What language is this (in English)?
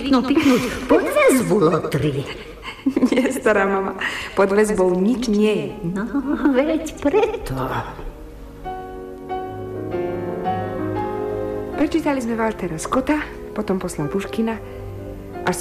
Slovak